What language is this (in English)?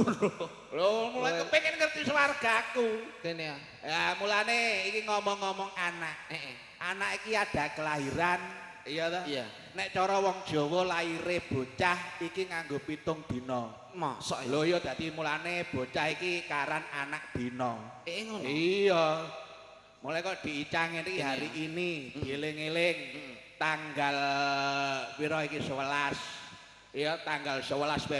Javanese